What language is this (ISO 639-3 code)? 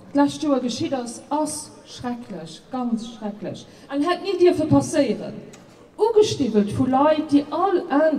ltz